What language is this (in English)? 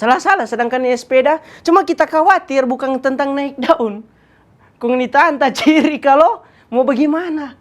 Manado Malay